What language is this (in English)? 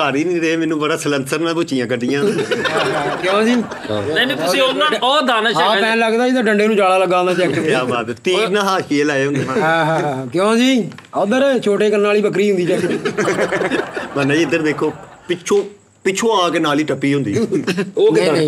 Punjabi